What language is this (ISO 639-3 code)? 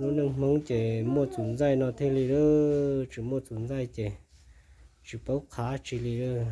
hmn